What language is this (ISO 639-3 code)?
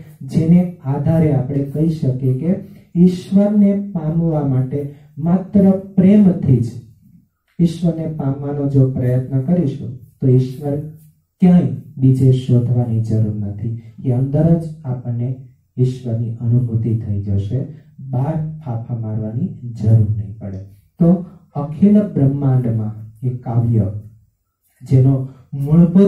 guj